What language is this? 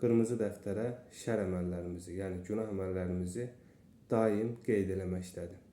Azerbaijani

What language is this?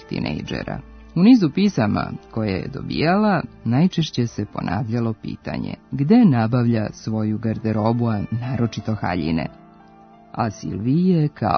Serbian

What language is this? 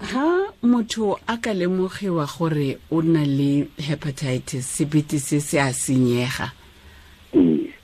Tswana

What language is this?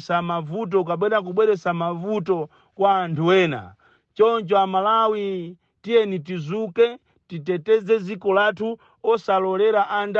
Nyanja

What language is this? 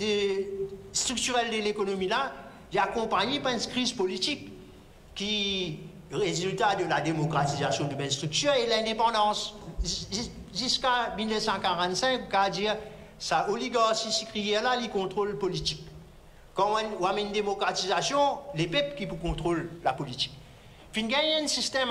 Morisyen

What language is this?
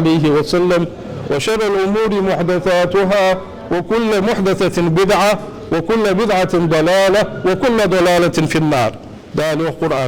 Ingush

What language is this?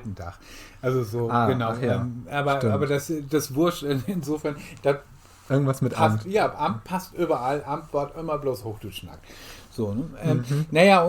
Low German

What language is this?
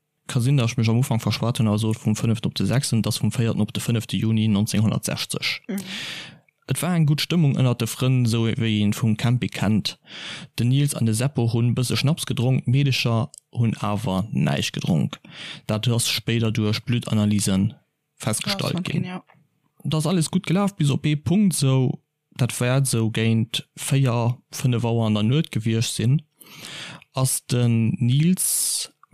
Luxembourgish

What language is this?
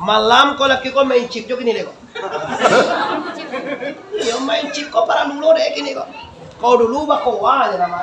Minangkabau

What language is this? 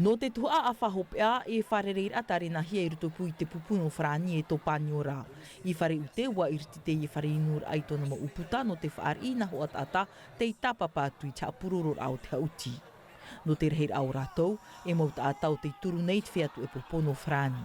Tahitian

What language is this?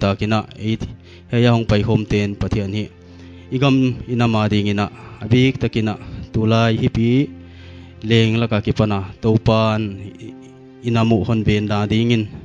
Paite Chin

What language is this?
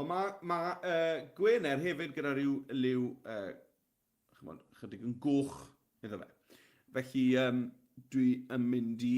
Welsh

